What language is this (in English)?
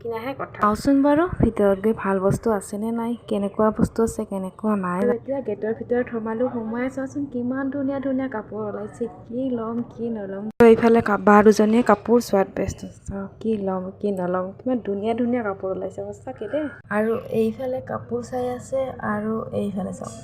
Assamese